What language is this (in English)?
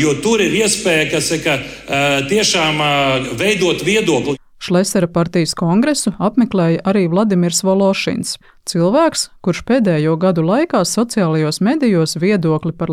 Latvian